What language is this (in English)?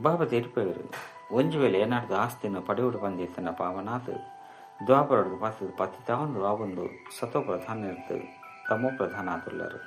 Tulu